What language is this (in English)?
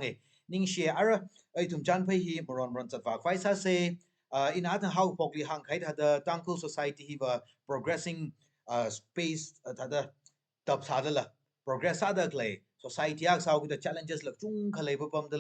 Tangkhul Naga (India)